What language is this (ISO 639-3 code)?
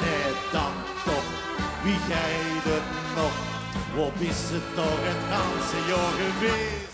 lim